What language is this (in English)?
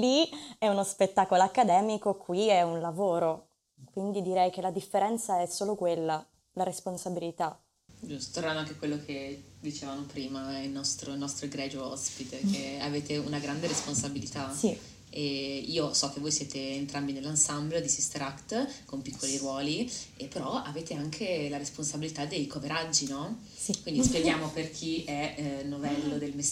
Italian